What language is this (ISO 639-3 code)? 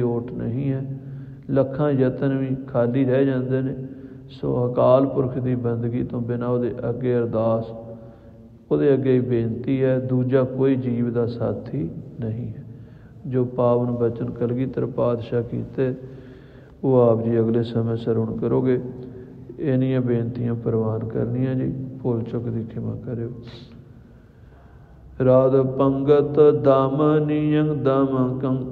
pan